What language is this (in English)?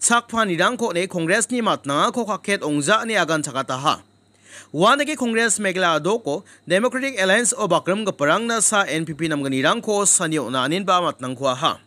Garo